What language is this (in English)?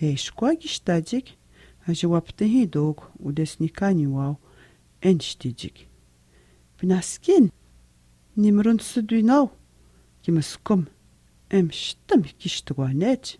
Atikamekw